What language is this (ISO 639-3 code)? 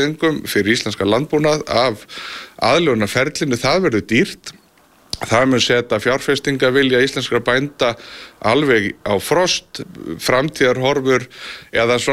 isl